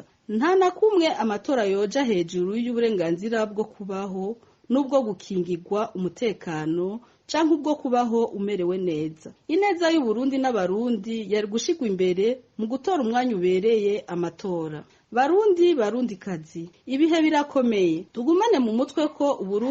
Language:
Rundi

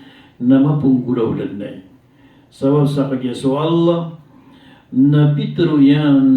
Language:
Maranao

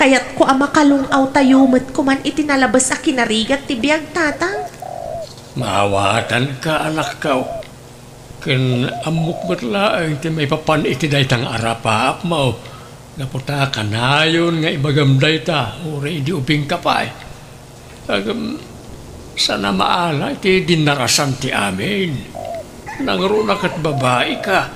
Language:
Iloko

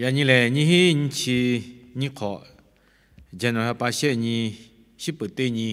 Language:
Lahu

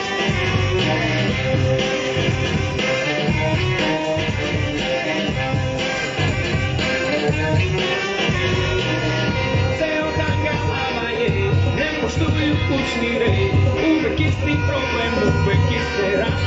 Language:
Serbian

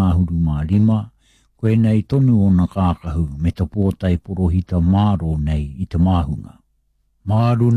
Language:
Māori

